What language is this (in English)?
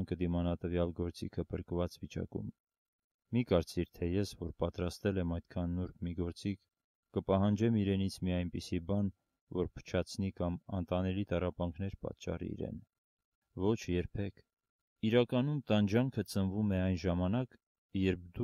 Armenian